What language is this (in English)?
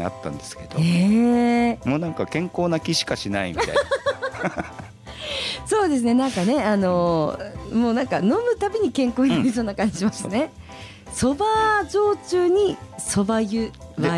Japanese